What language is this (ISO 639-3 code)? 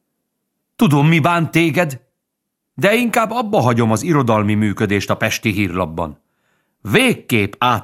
hun